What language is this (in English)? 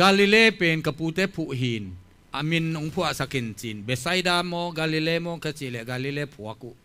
Tedim Chin